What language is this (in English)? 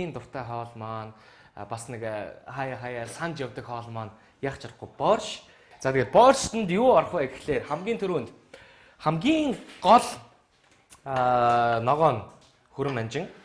Mongolian